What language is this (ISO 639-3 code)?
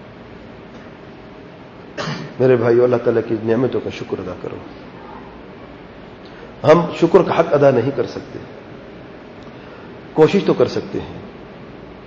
urd